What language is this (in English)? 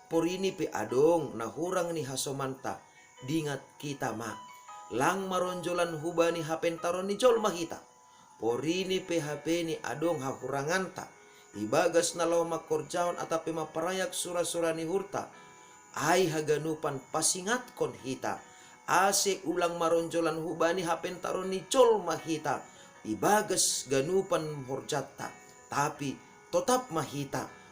Batak Simalungun